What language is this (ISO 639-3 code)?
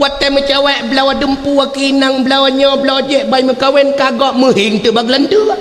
ace